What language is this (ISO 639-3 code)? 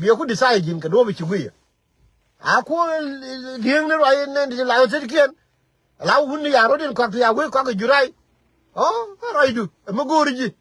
nus